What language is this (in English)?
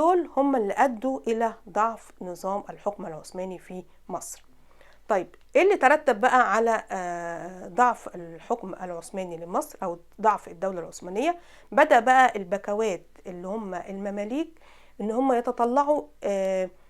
Egyptian Arabic